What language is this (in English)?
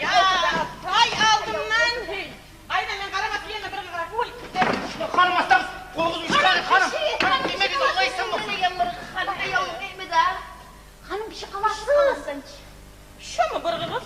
Kumyk